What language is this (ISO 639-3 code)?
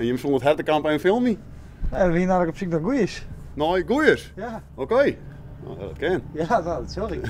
fry